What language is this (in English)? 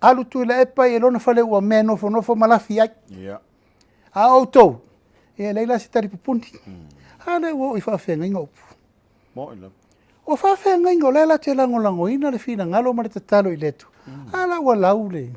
Samoan